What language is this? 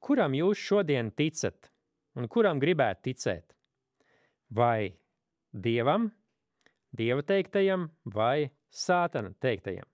Latvian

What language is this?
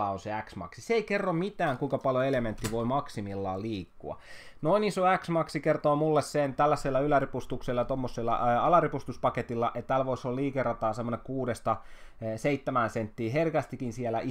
Finnish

